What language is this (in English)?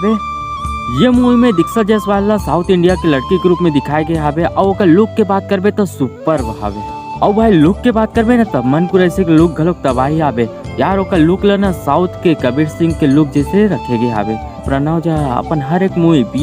Chhattisgarhi